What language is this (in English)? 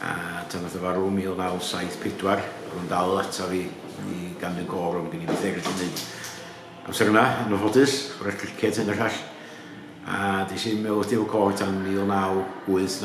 Welsh